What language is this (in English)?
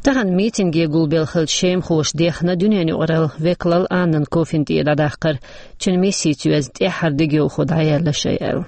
Chechen